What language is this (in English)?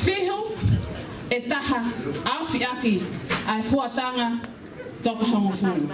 Tongan